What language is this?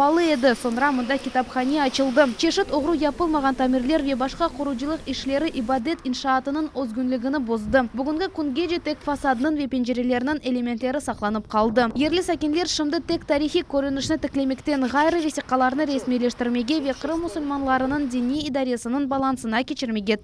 Crimean Tatar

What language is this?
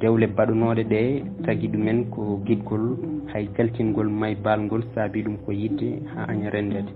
Fula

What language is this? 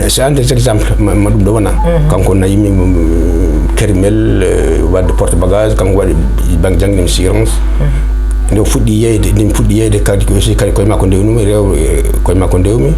Fula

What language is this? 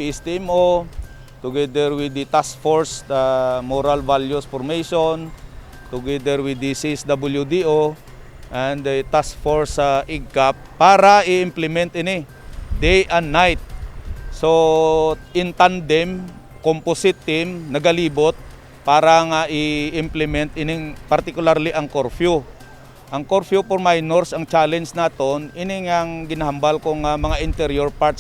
Hiligaynon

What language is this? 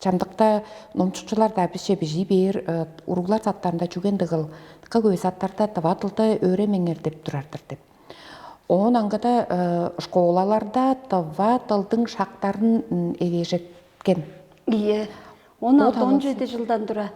Tuvinian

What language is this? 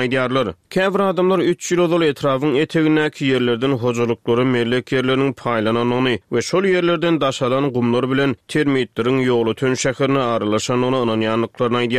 Turkmen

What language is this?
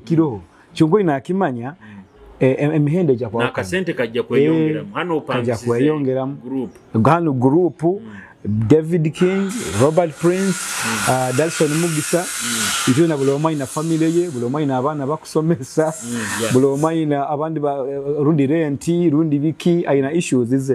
Nyoro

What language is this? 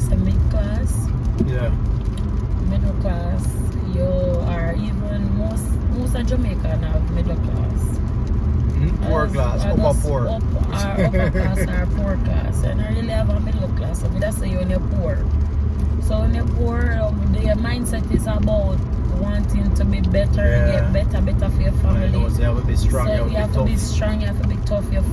Jamaican Creole English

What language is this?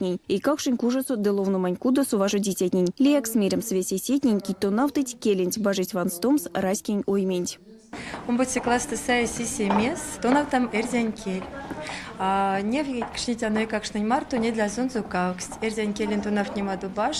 Erzya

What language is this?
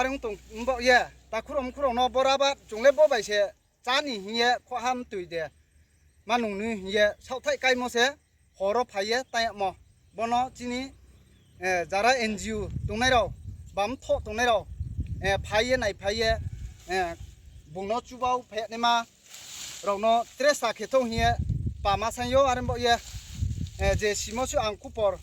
Riang (India)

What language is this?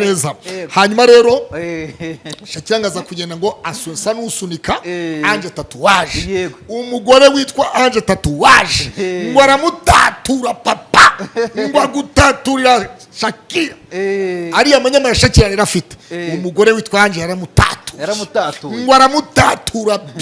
Kinyarwanda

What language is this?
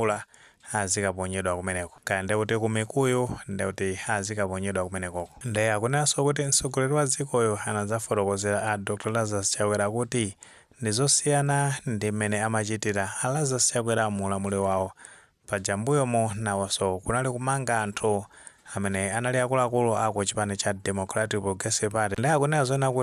Nyanja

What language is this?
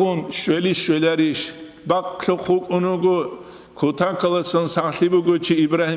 Avaric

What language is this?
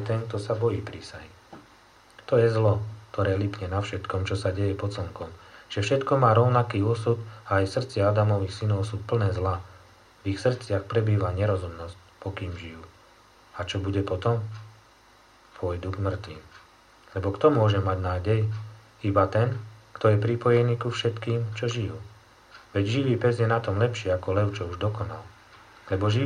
Slovak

